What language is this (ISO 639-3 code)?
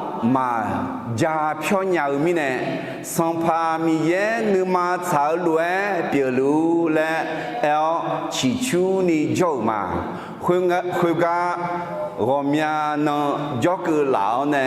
ahk